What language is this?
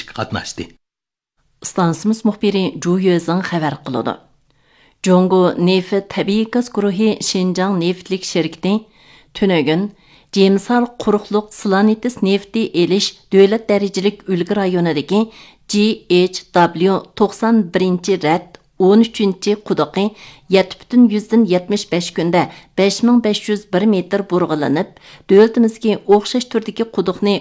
Uyghur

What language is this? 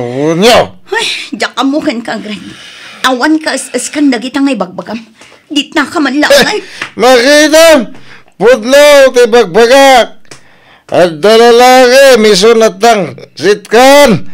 Iloko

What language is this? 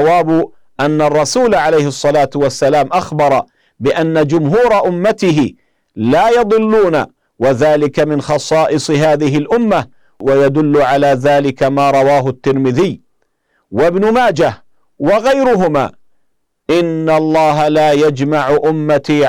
Arabic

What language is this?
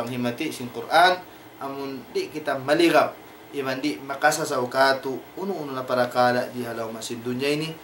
Tausug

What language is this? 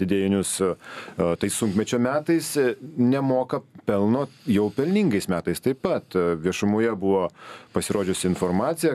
Lithuanian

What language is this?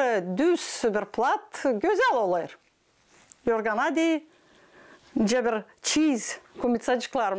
Gagauz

